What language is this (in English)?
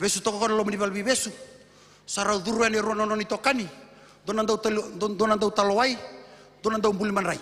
Fijian